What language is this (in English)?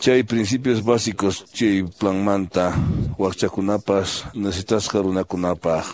Quechua